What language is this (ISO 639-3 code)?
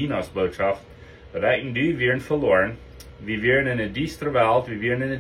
pdt